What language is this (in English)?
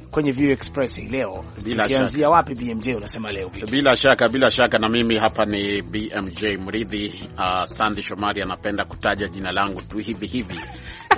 Swahili